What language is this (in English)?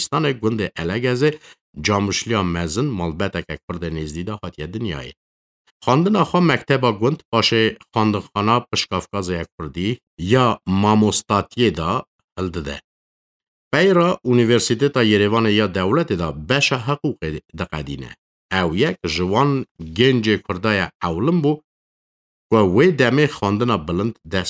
Kurdish